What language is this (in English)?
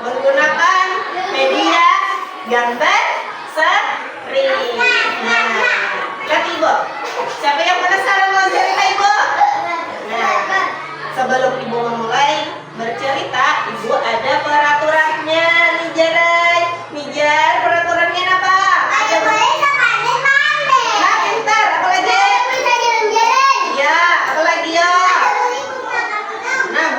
Banjar